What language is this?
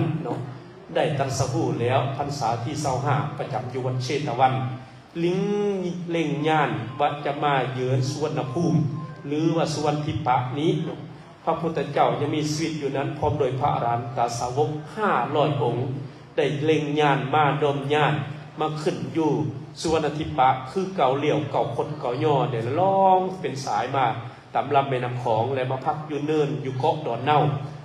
Lao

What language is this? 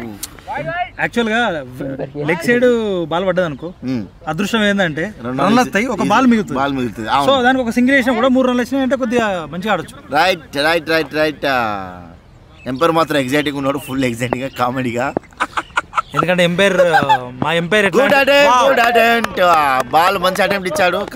Telugu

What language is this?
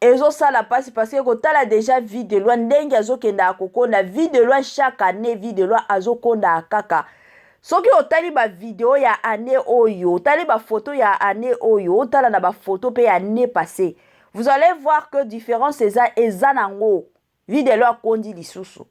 Lingala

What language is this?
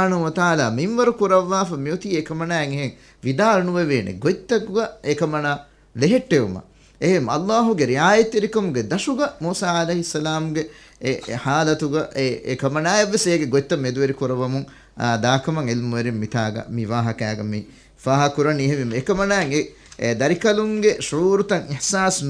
Divehi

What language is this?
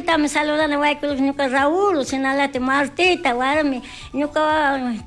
Chimborazo Highland Quichua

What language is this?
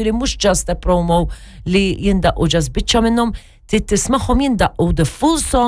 Maltese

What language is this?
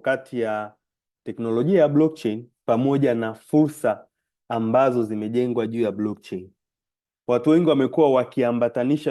Swahili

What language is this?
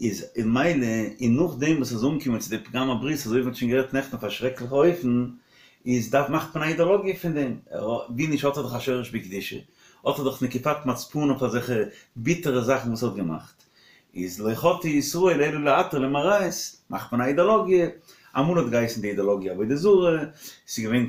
Yiddish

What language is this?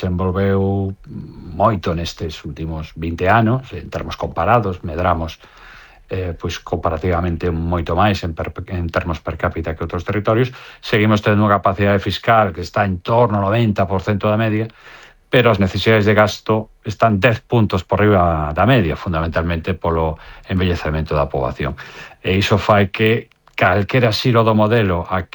Galician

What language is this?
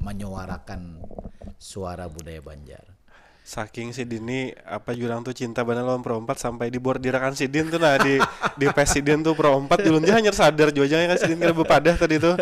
Banjar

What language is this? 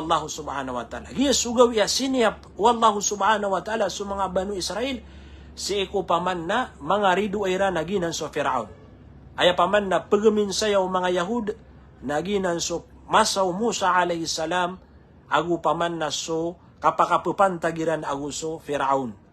Maranao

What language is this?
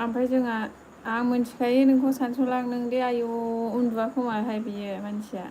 Bodo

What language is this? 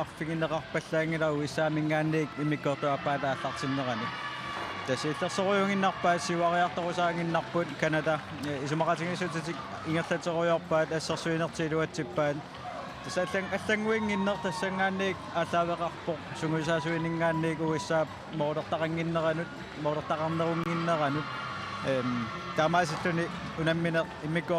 Kalaallisut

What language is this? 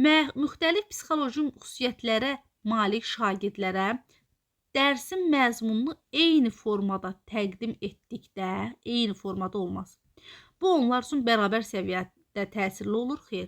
Azerbaijani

